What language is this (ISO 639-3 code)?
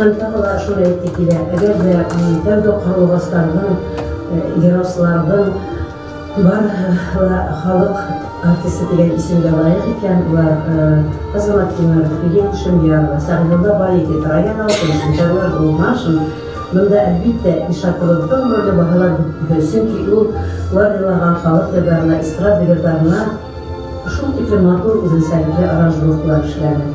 bak